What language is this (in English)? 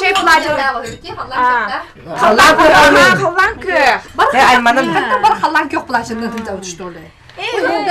Yakut